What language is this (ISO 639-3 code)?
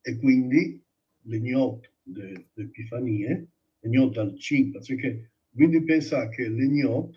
fur